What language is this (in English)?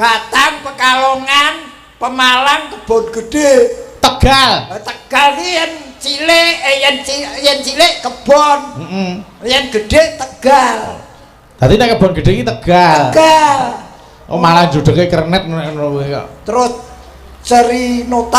Javanese